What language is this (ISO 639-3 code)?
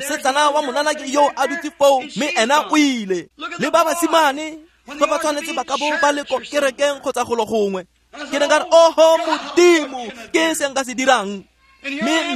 tsn